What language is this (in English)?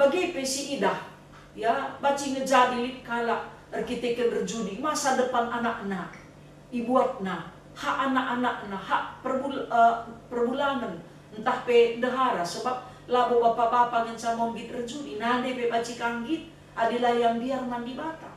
Batak Karo